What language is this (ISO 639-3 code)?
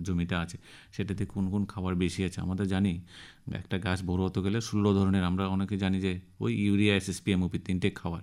ben